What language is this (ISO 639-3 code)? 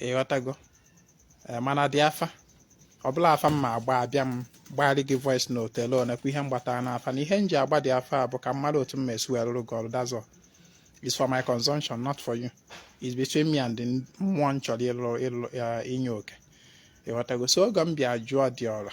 ibo